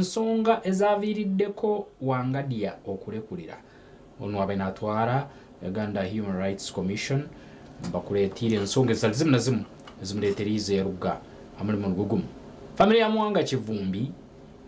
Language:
Nyankole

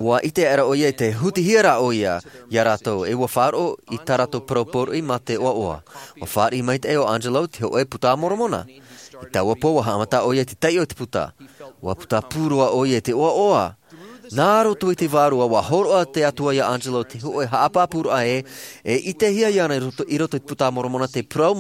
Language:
Tahitian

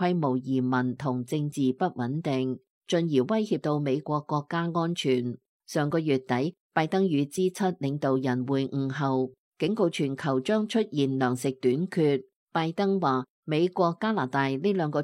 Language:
Cantonese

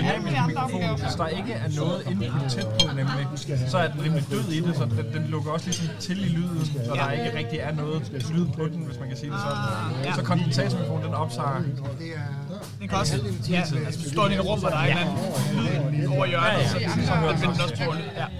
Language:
Danish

